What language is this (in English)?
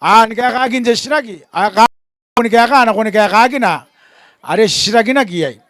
Gilbertese